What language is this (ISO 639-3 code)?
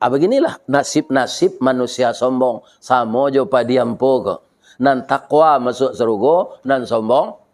min